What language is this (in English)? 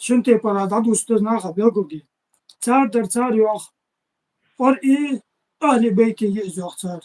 Ingush